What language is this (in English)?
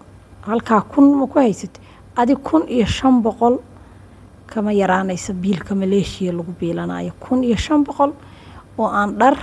Somali